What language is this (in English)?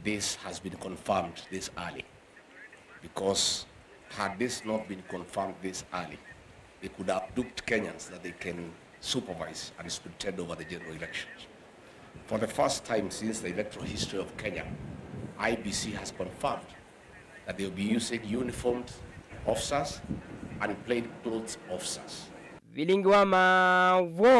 Kamba